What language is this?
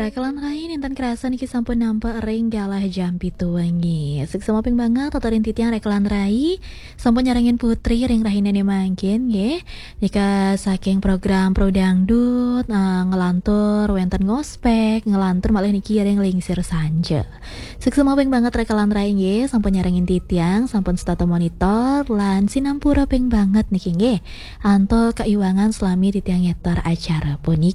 Balinese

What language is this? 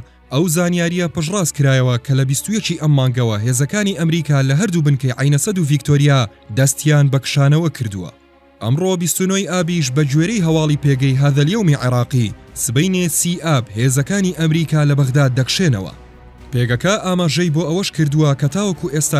Central Kurdish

